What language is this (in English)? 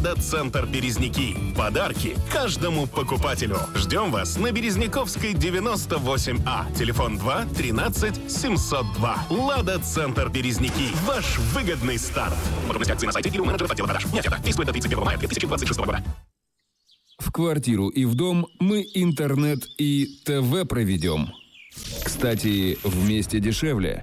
Russian